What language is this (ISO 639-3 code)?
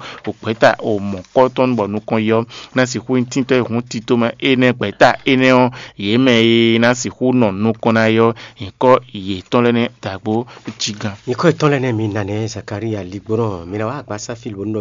fon